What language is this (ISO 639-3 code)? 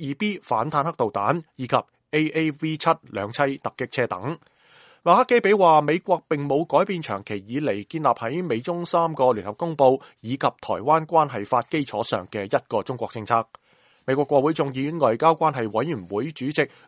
yue